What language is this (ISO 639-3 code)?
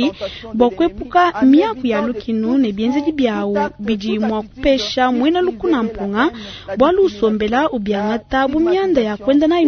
lua